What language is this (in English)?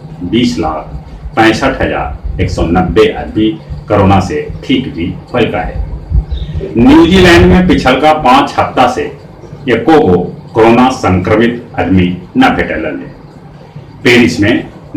Magahi